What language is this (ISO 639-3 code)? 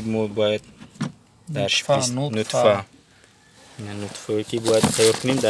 tgk